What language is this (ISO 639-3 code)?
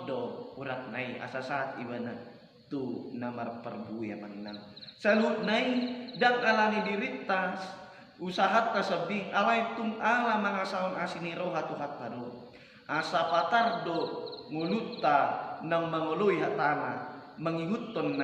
bbc